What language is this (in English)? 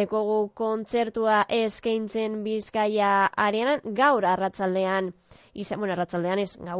Basque